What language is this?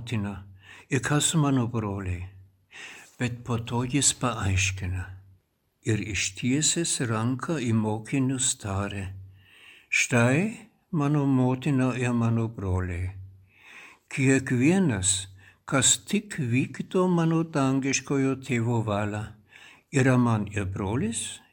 Lithuanian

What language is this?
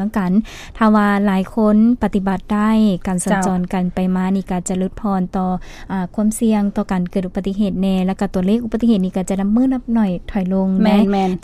Lao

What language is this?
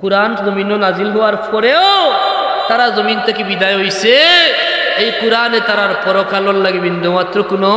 Sylheti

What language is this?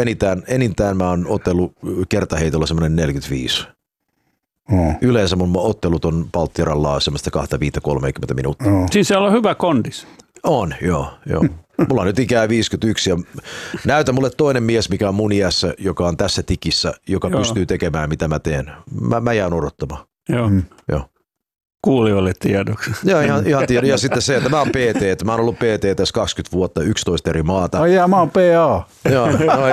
Finnish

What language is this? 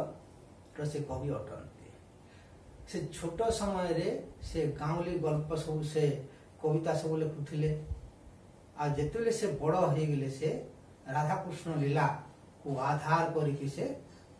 Odia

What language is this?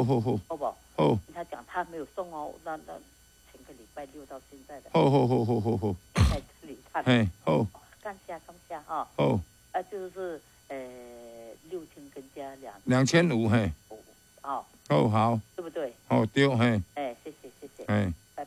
Min Nan Chinese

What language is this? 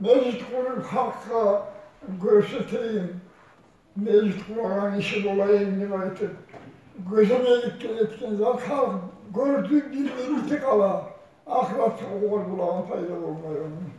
Kumyk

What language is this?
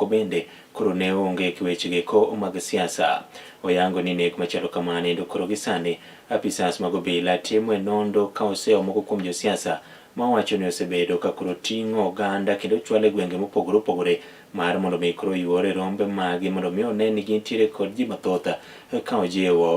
Luo (Kenya and Tanzania)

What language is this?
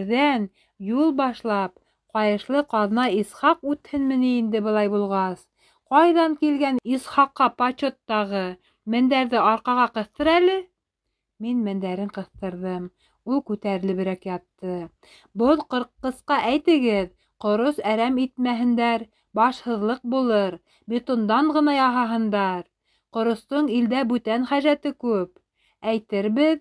Bashkir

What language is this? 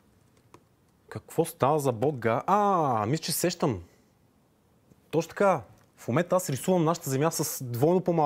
Bulgarian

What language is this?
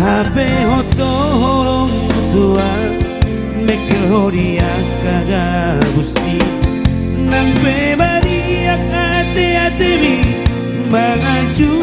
Batak Toba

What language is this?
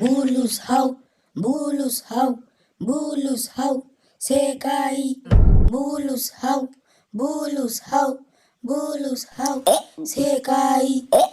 Hausa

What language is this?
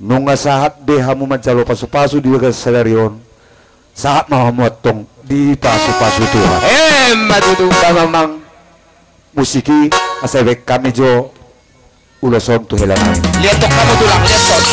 Batak Toba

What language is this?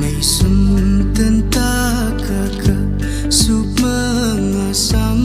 Tangkhul Naga (India)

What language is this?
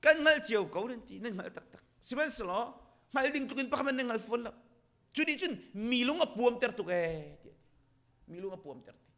Hakha Chin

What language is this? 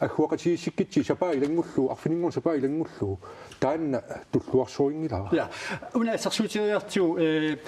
Kalaallisut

